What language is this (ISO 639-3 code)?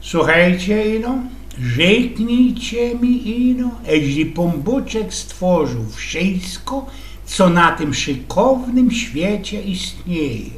szl